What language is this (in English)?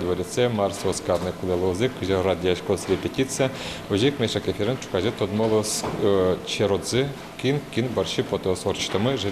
Udmurt